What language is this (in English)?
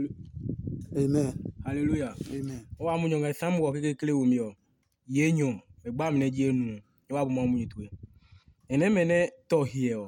Adangme